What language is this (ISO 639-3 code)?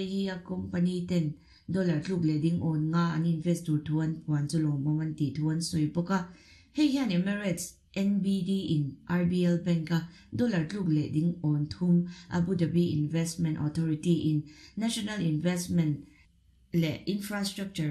lus